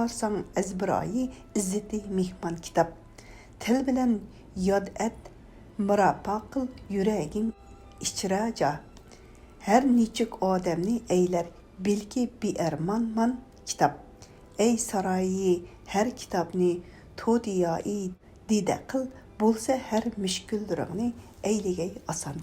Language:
Uyghur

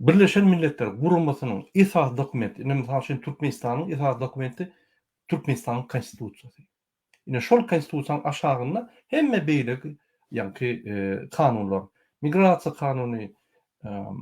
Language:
Turkmen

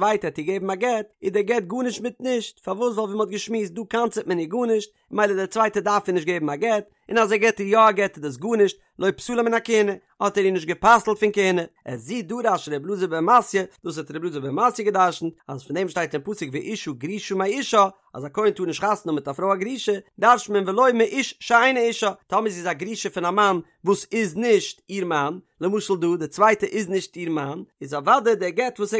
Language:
Yiddish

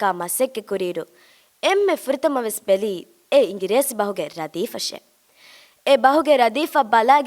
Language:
Divehi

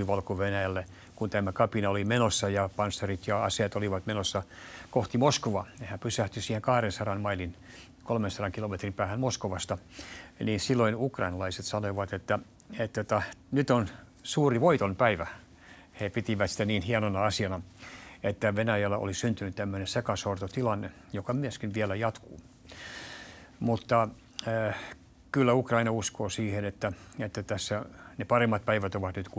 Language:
Finnish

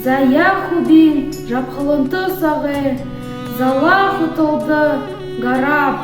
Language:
Buriat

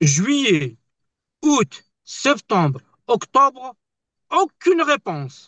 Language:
Kabyle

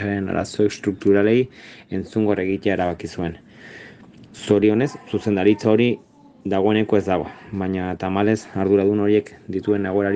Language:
Basque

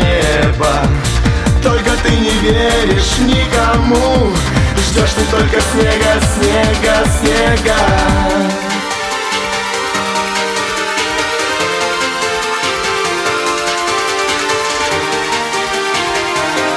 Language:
Russian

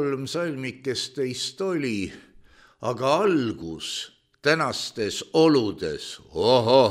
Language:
Estonian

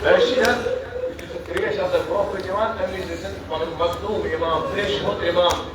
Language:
Kashmiri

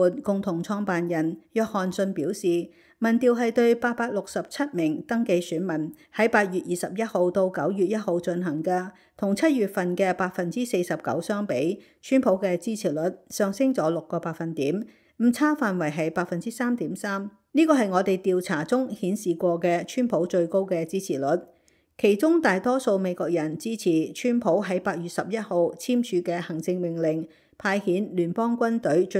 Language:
Cantonese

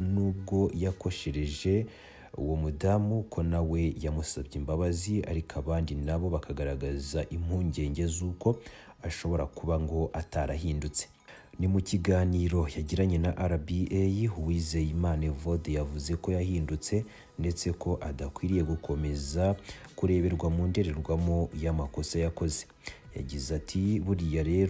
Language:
Kinyarwanda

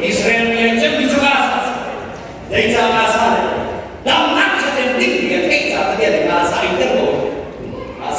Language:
Hakha Chin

